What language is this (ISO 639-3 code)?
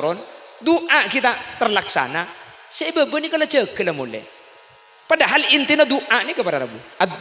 mad